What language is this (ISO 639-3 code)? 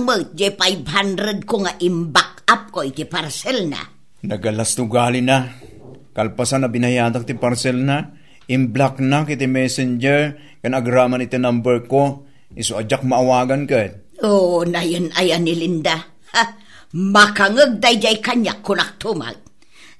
ilo